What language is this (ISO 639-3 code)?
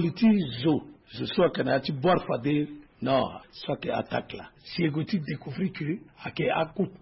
sag